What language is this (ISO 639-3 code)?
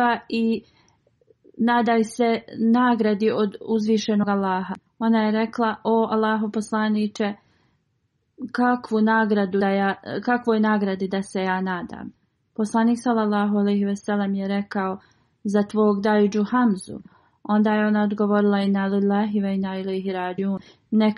bos